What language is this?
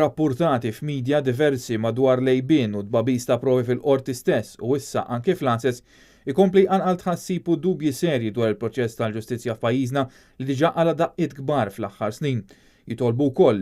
Maltese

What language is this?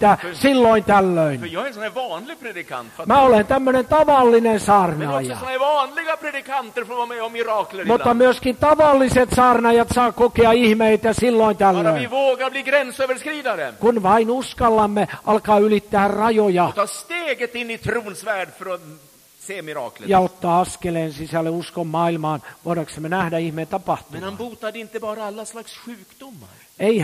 Finnish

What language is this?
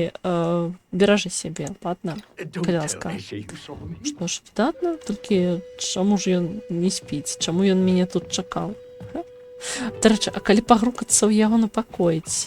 Belarusian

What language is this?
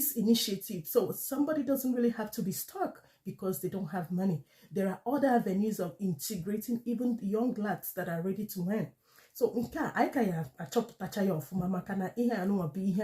Igbo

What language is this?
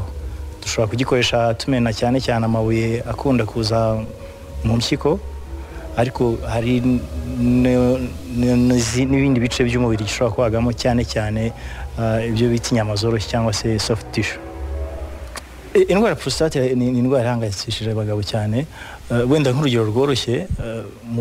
Kinyarwanda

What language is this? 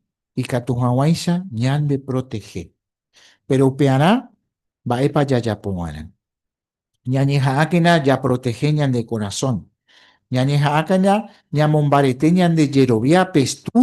Guarani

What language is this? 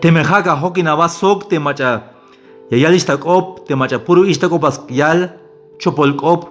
Tzeltal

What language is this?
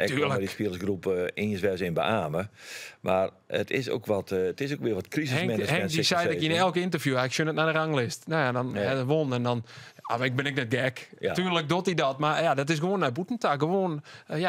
Western Frisian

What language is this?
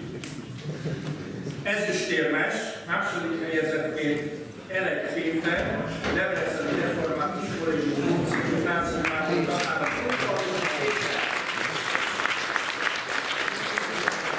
Hungarian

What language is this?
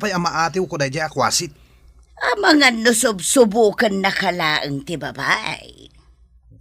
Iloko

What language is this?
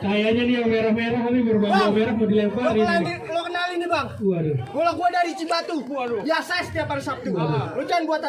Betawi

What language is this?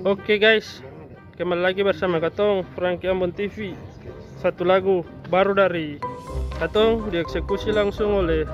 Ambonese Malay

